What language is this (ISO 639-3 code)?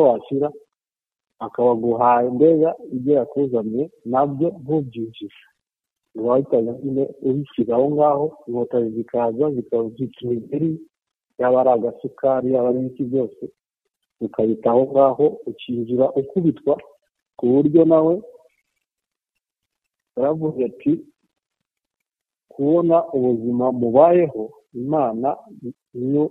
kin